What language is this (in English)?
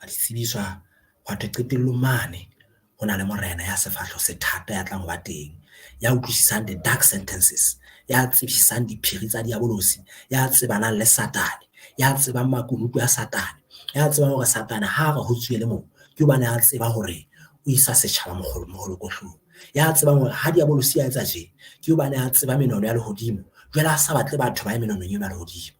Southern Sotho